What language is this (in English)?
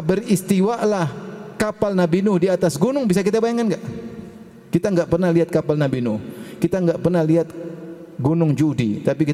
Indonesian